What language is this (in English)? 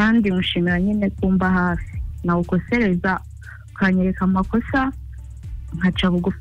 Kinyarwanda